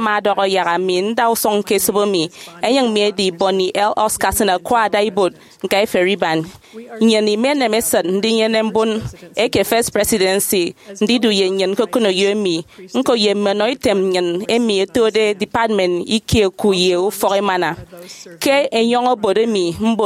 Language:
Efik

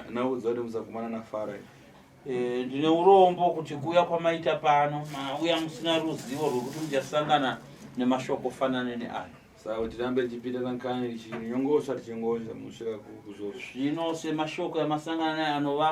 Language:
Shona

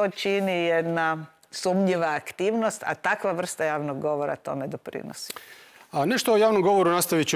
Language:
Croatian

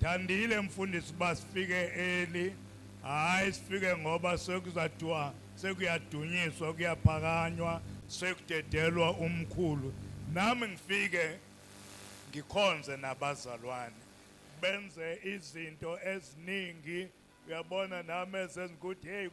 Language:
Zulu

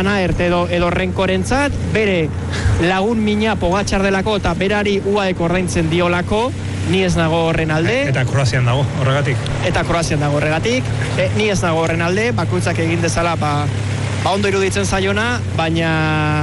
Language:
Basque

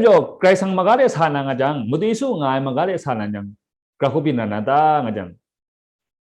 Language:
Kachin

